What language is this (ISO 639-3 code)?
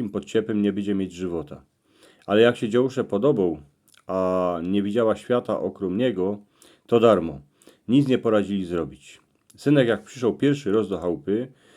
szl